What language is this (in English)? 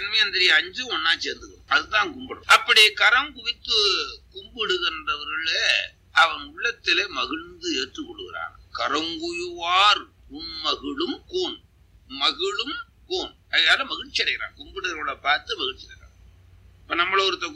Tamil